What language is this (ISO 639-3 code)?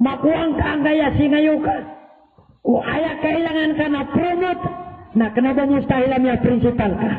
mrw